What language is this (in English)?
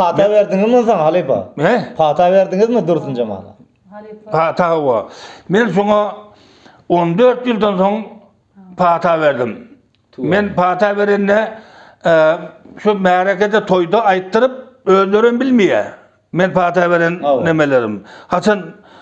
Turkmen